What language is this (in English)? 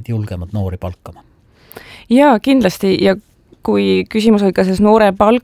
Estonian